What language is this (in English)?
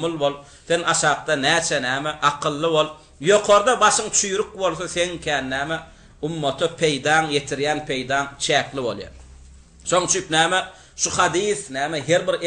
Turkmen